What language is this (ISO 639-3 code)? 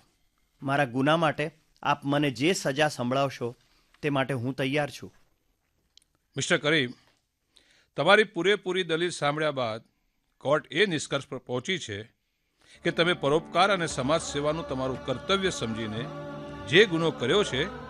guj